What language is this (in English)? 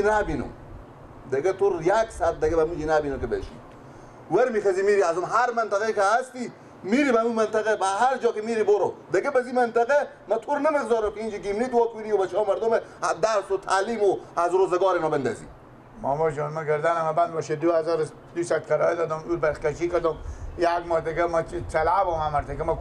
Persian